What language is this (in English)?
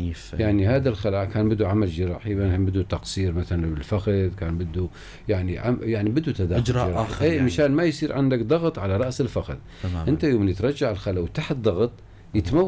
North Levantine Arabic